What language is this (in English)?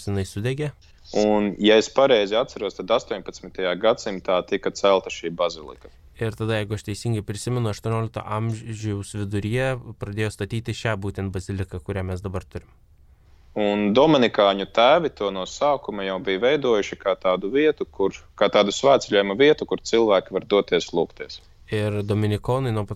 Lithuanian